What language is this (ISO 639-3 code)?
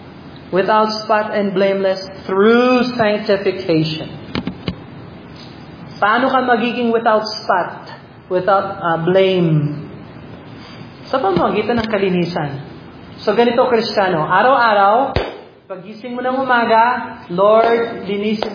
fil